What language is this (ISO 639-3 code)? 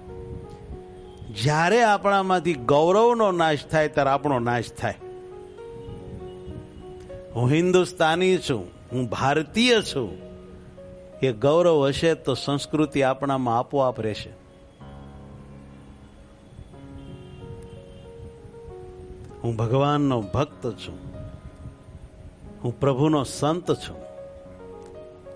guj